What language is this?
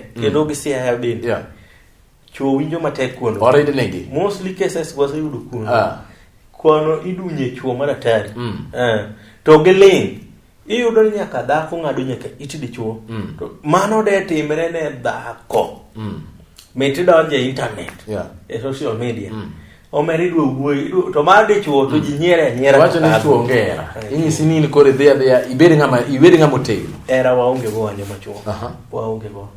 Luo (Kenya and Tanzania)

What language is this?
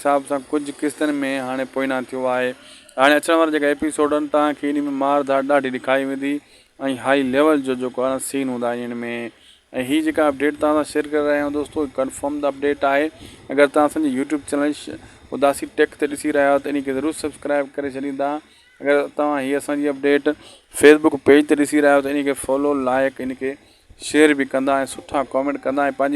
Sindhi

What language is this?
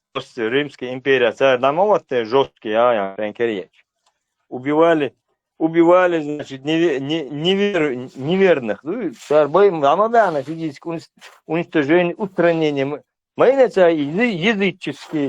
Chechen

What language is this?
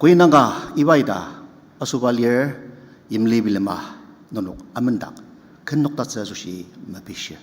Ao Naga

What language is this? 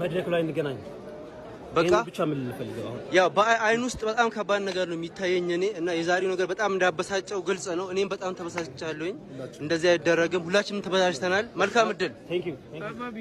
Amharic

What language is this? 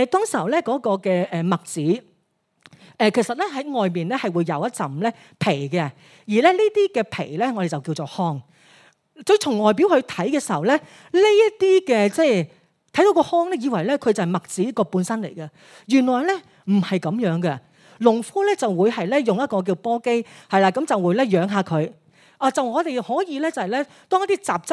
Cantonese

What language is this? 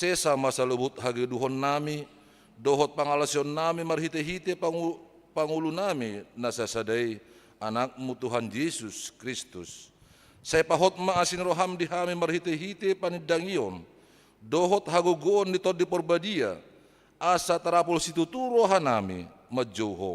Batak Toba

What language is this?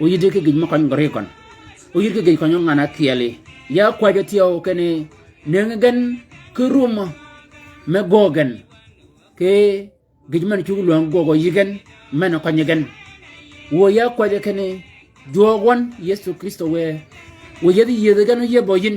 Shilluk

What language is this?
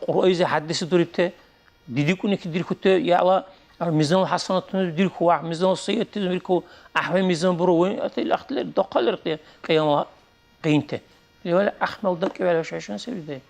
Dargwa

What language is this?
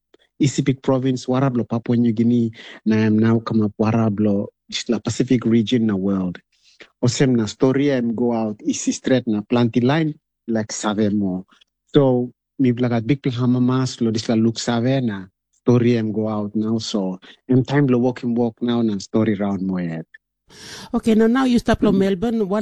Tok Pisin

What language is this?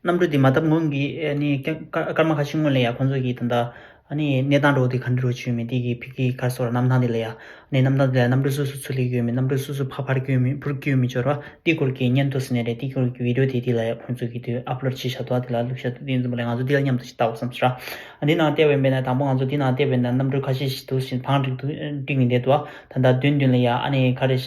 Tibetan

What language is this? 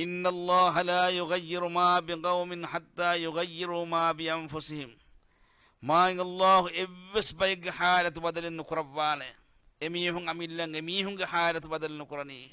Divehi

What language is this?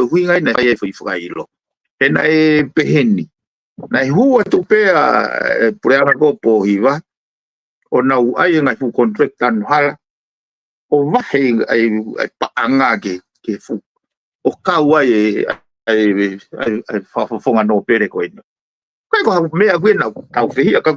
Tongan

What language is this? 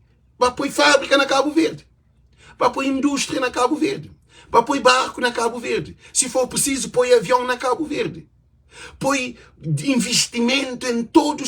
Kabuverdianu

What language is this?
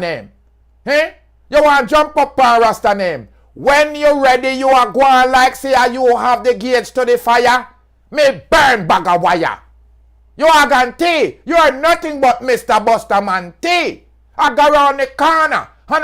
Jamaican Creole English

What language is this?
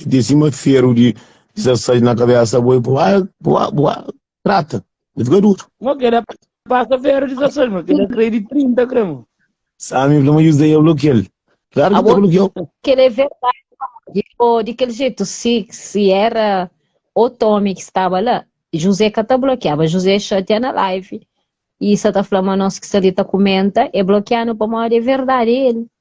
Kabuverdianu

